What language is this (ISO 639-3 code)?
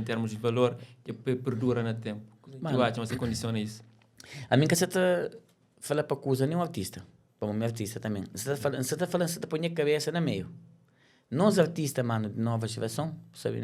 kea